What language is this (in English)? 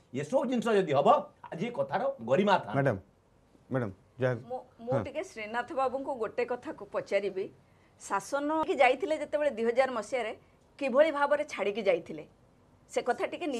Odia